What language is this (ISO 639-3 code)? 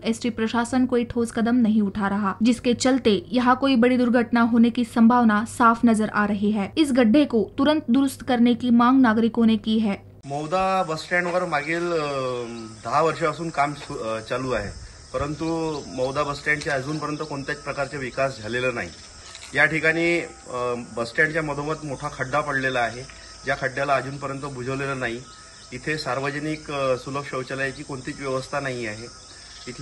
mar